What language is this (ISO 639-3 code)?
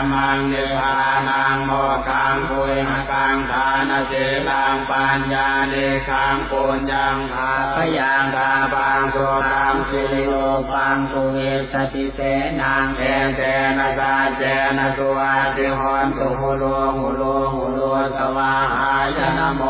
pli